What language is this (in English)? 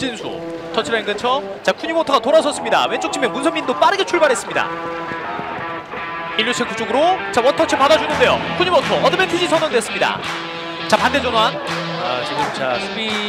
Korean